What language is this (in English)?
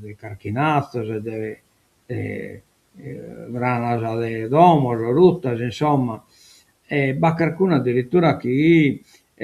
Sardinian